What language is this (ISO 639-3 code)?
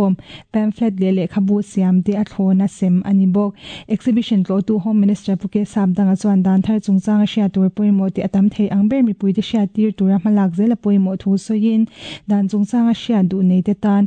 lus